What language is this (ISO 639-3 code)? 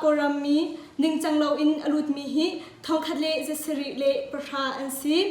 cnh